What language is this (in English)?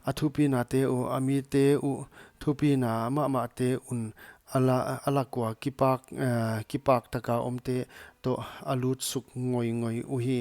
Paite Chin